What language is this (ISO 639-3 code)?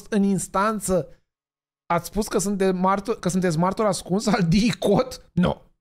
ron